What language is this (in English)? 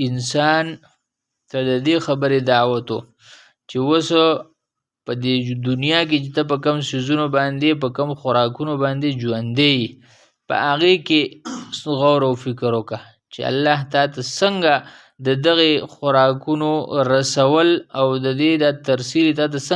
Pashto